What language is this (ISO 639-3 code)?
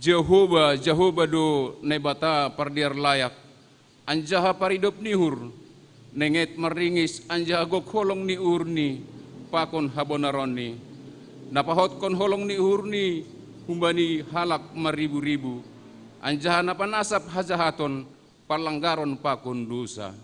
bts